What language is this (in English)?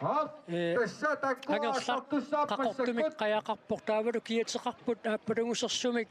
Kalaallisut